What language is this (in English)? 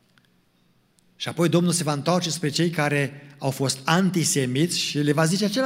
Romanian